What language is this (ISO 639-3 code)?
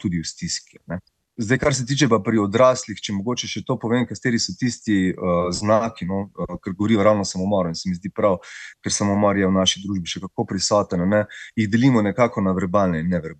slv